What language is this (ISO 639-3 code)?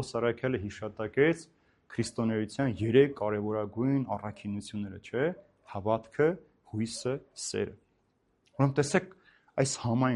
hye